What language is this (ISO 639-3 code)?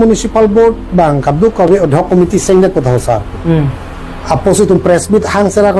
mjw